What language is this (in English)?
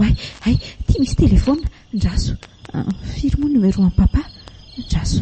Malagasy